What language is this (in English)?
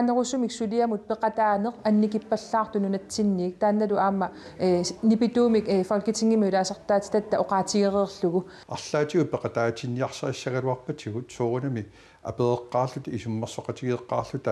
Kalaallisut